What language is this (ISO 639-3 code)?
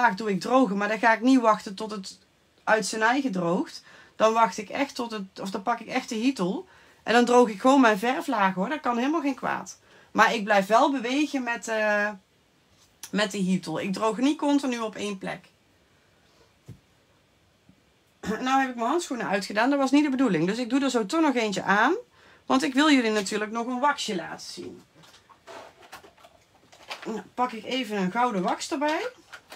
nld